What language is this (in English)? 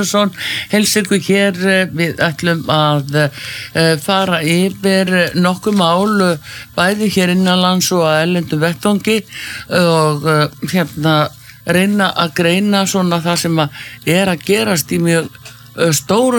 Icelandic